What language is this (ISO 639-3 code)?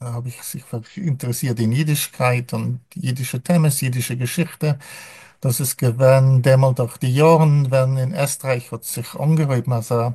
yid